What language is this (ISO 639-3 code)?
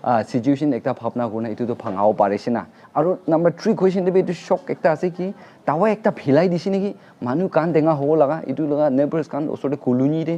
nag